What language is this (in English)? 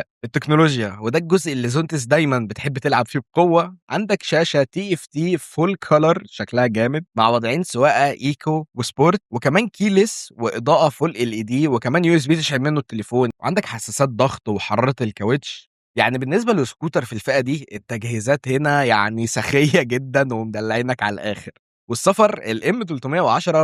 Egyptian Arabic